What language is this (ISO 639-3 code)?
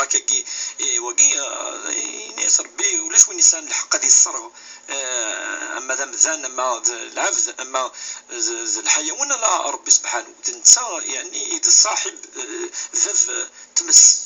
kab